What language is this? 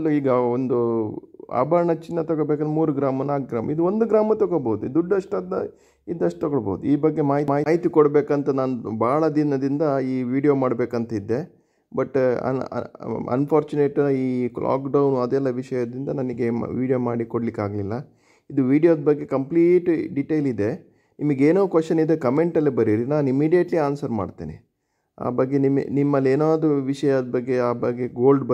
Kannada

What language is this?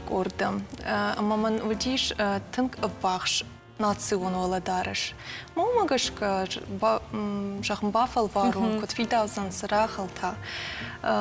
Ossetic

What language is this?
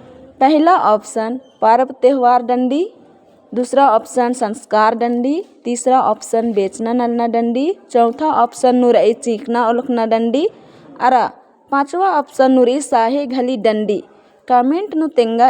Kurukh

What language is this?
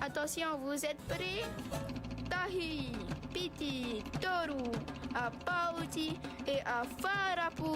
Tahitian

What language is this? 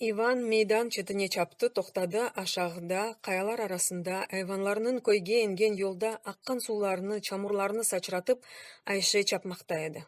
Crimean Tatar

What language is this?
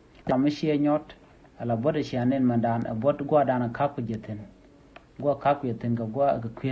Nuer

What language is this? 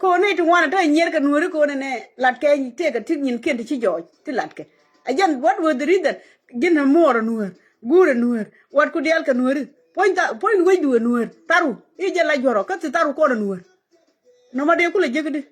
Nuer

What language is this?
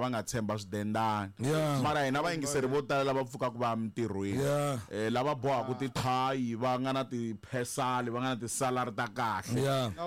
Tsonga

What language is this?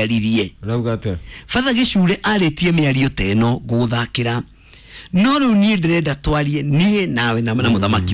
Kikuyu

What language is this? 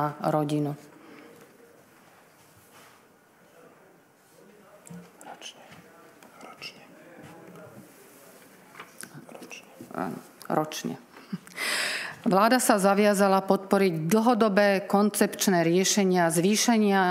Slovak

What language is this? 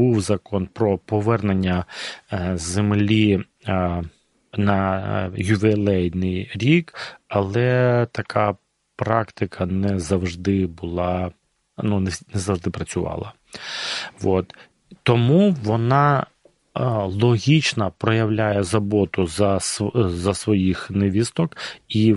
Ukrainian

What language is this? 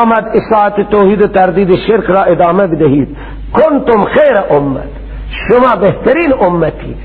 Persian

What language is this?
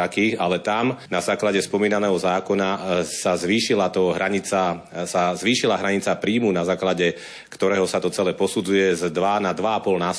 Slovak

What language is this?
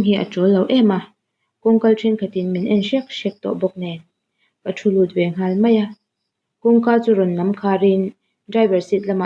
Mizo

